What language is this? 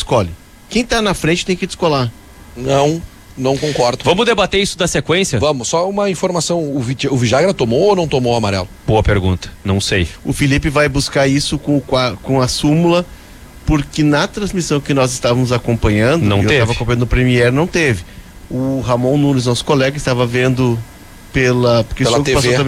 Portuguese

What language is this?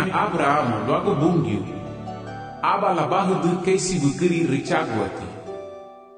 Garifuna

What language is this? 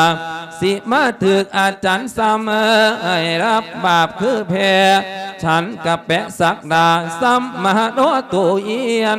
Lao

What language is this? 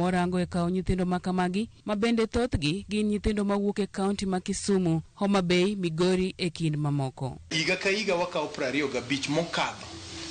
Luo (Kenya and Tanzania)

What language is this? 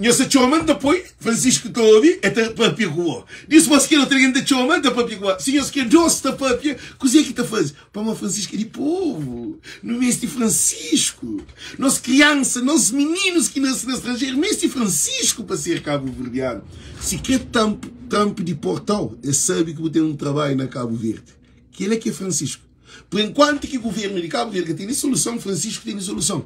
Kabuverdianu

